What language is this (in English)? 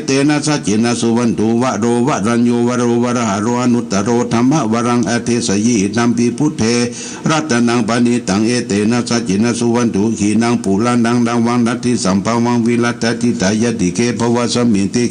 Pali